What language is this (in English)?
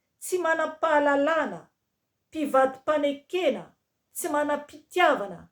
Malagasy